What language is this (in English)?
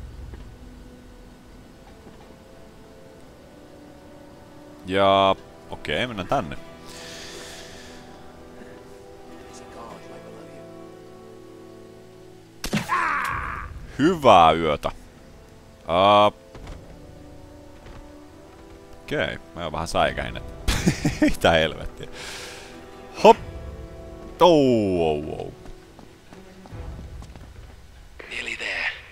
Finnish